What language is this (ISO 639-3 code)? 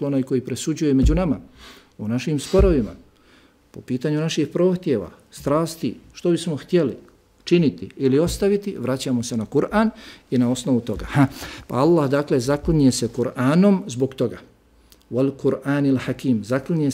bos